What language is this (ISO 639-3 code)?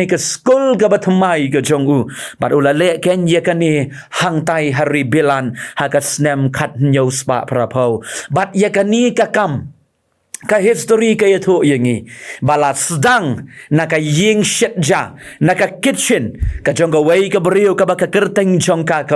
kha